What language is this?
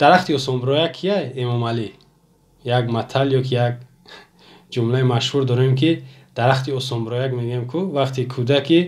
Tajik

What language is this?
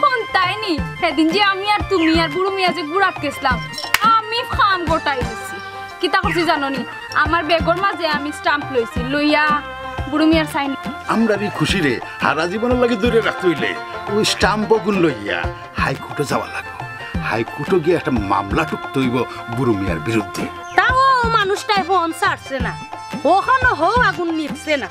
Sylheti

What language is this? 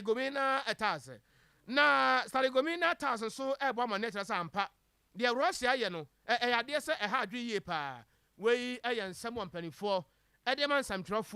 Akan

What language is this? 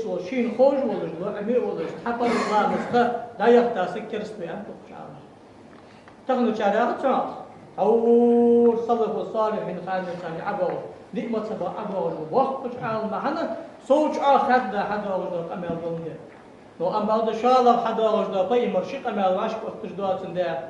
Ingush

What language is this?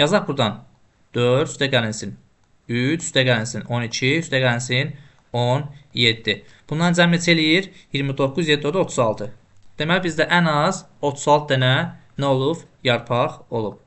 Azerbaijani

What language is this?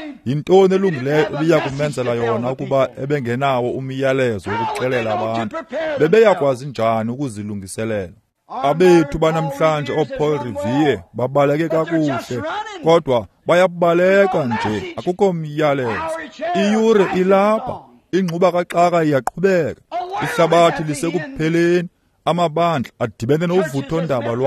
Xhosa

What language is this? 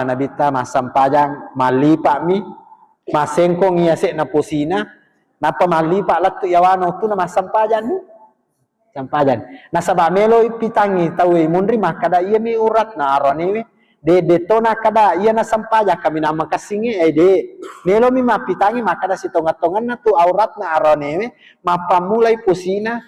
Buginese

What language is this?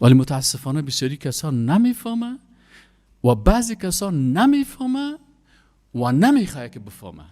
Persian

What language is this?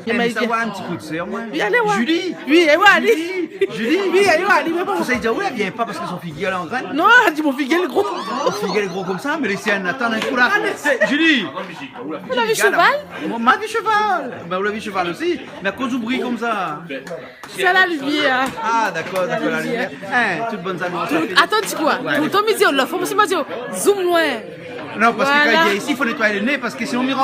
Réunion Creole French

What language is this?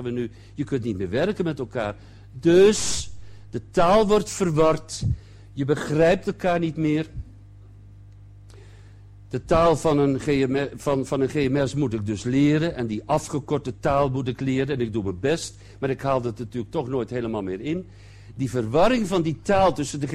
Dutch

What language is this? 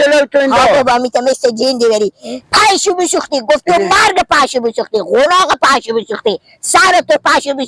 Persian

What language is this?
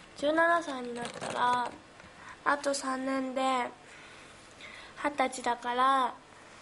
Japanese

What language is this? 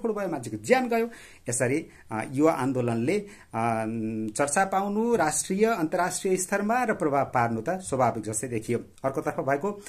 Nepali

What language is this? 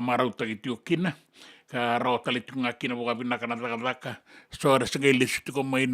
Fijian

